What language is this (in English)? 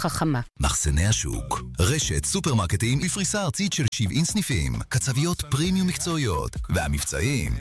Hebrew